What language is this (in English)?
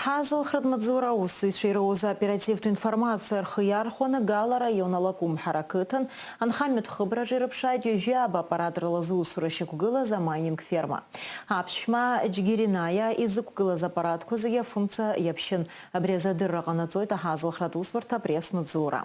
Abkhazian